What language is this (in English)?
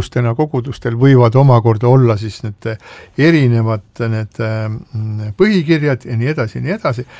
Estonian